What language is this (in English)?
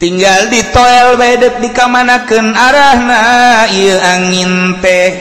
Sundanese